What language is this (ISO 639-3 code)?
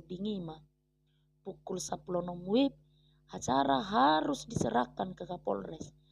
bbc